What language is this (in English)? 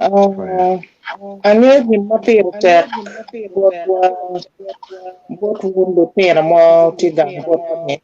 Acoli